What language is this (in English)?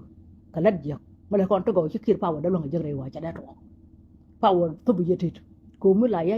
Nuer